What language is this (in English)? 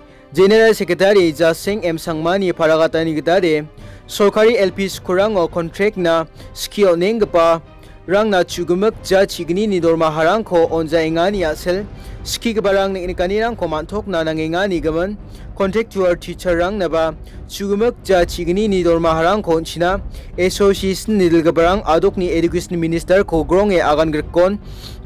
Garo